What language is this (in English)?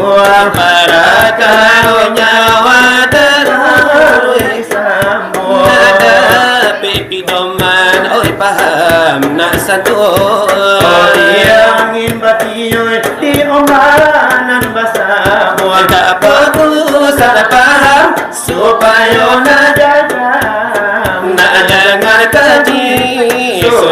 Minangkabau